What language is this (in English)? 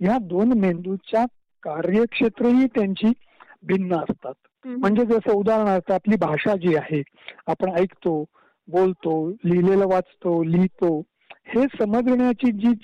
Marathi